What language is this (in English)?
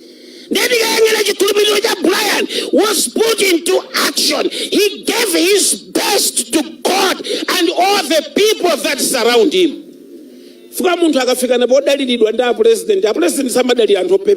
Nyanja